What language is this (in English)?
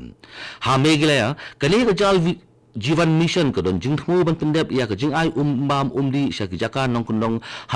Khasi